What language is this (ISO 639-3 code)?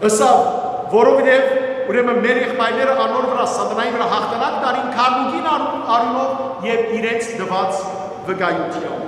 hyw